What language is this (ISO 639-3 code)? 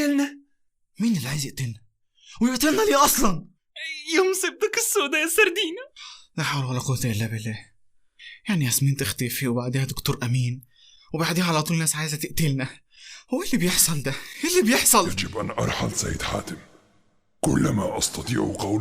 arz